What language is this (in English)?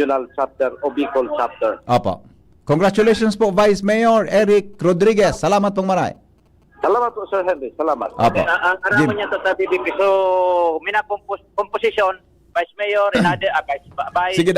Bikol